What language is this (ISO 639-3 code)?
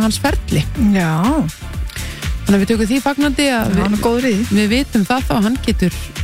isl